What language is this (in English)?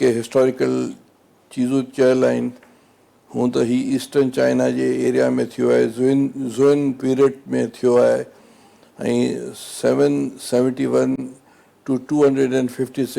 Sindhi